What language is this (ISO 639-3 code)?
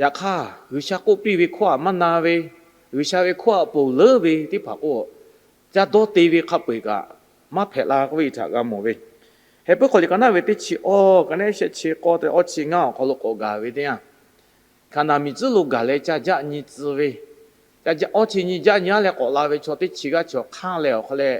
lhu